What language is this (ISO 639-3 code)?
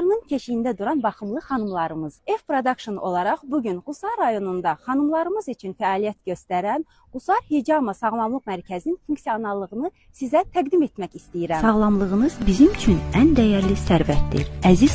aze